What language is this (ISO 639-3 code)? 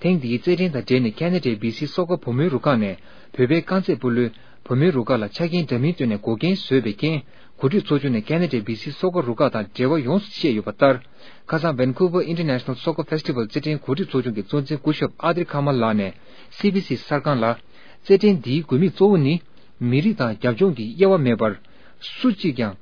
bod